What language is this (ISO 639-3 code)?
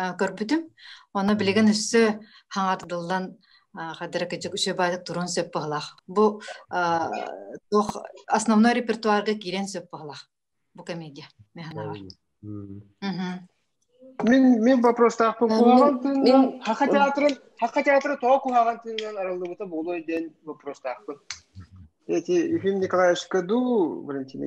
sah